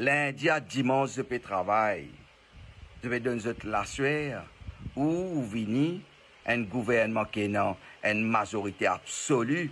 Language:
Morisyen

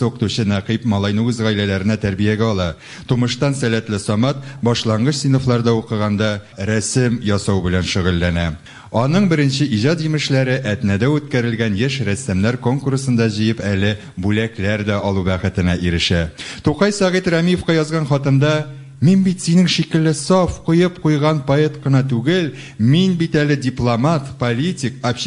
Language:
Tatar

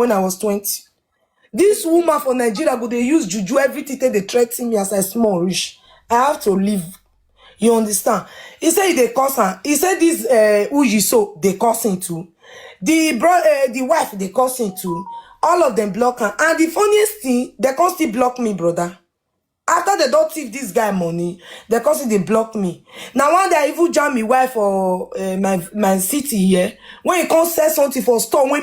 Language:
Nigerian Pidgin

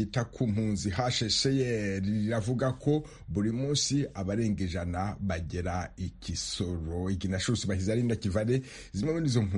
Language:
Kinyarwanda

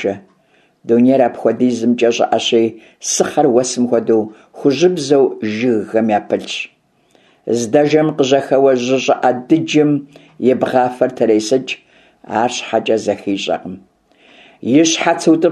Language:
Kabardian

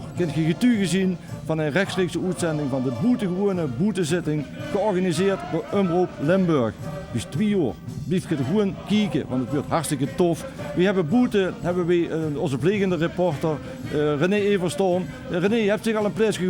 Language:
Limburgish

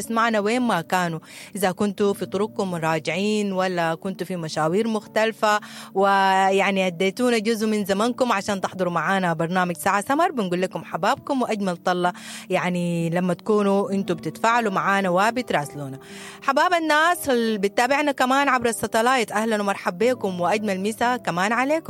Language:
Sudanese Arabic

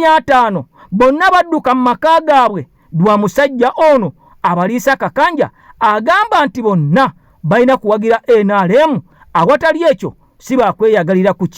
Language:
Ganda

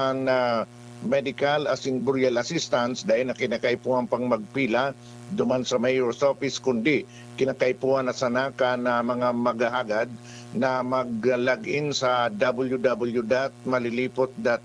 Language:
Bikol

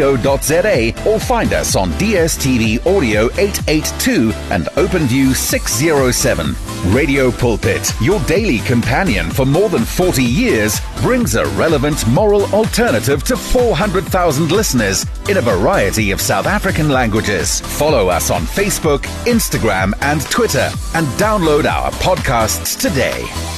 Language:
English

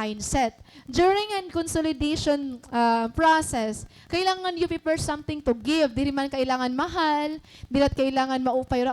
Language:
Waray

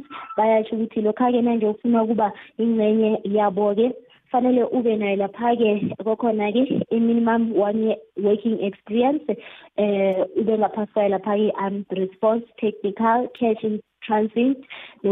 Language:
South Ndebele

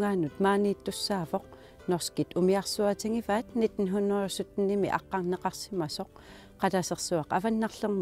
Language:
Kalaallisut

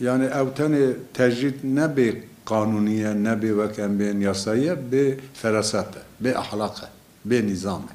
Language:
Kurdish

